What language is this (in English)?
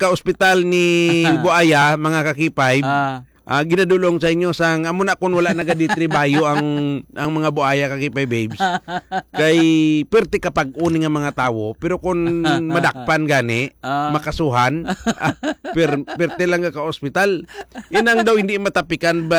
Hiligaynon